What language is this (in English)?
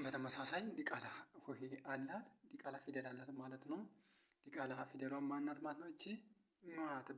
Amharic